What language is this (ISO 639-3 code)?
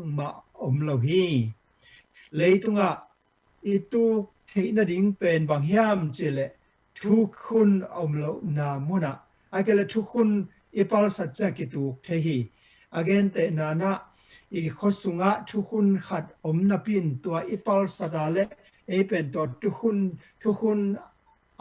ctd